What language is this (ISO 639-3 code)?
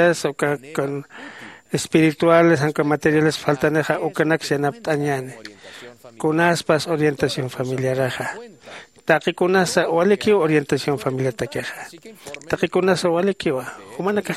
aym